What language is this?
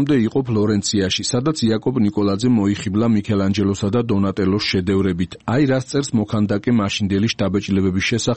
Georgian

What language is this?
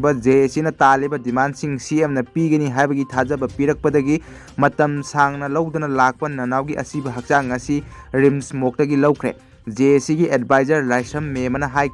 Manipuri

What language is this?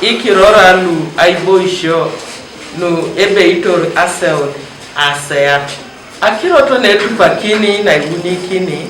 Teso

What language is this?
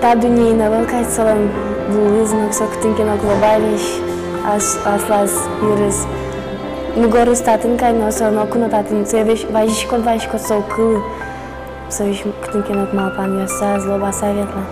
Udmurt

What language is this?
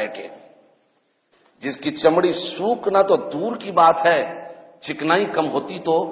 Urdu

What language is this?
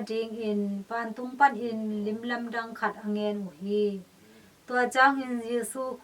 Tedim Chin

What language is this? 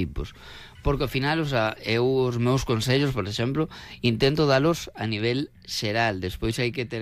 Galician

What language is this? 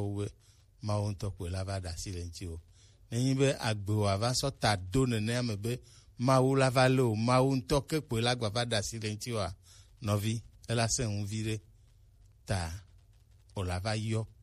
Gen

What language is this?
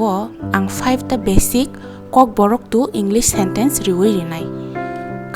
Kok Borok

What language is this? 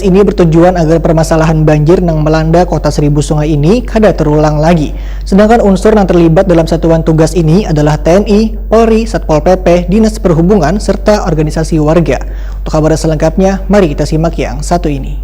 Banjar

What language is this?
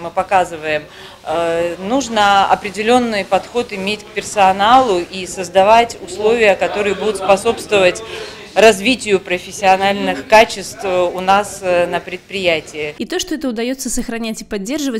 Russian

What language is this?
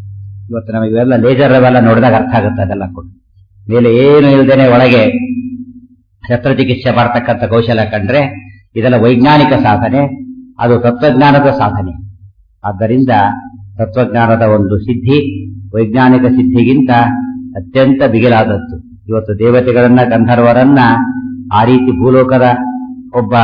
Kannada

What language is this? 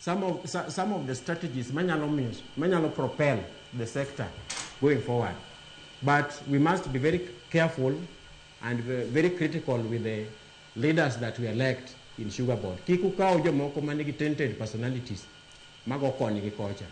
Luo (Kenya and Tanzania)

